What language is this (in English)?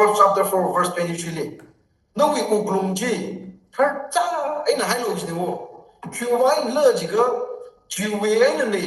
Tangkhul Naga (India)